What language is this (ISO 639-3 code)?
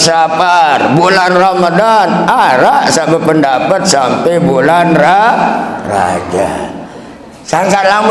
sas